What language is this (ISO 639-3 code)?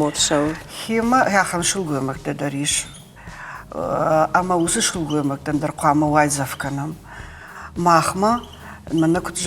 oss